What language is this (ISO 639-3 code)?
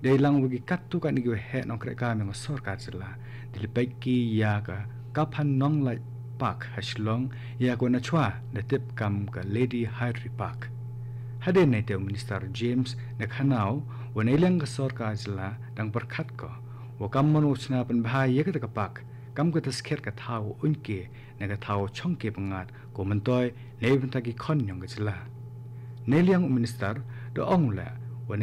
kha